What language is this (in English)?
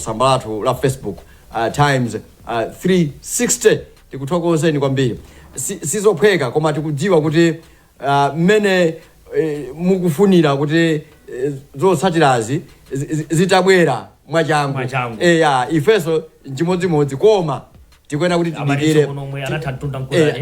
Nyanja